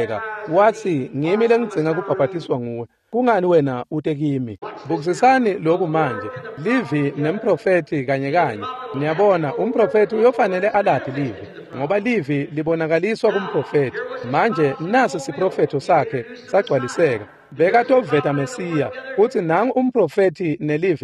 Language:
Swati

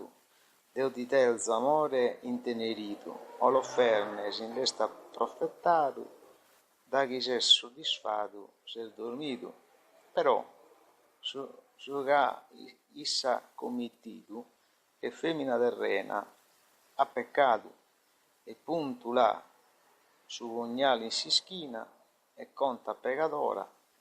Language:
Sardinian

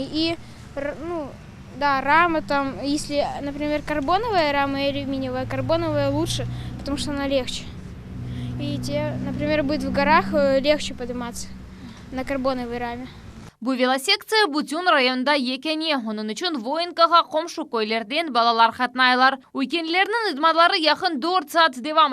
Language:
Crimean Tatar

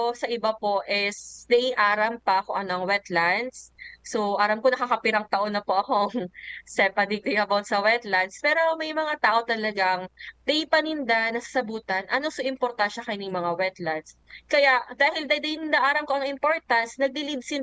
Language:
Bikol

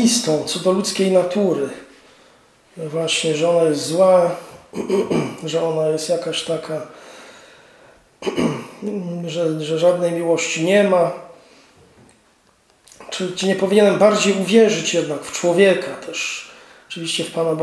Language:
Polish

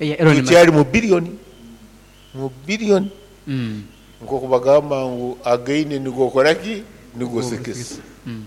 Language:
Nyoro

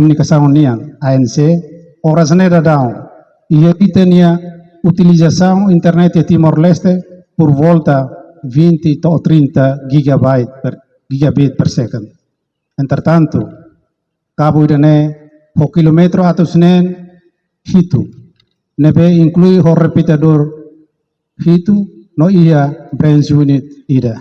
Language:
Tetum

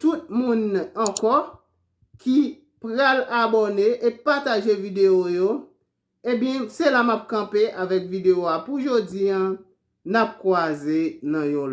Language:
Haitian Creole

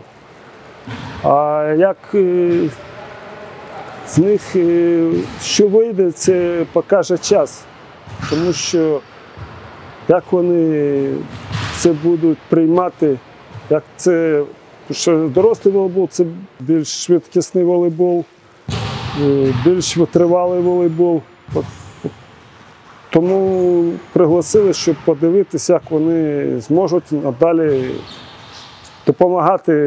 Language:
Ukrainian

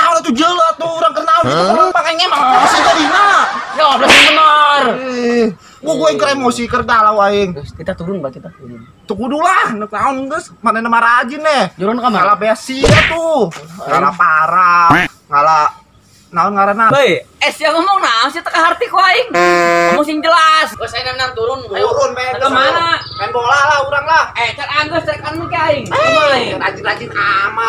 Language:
Sundanese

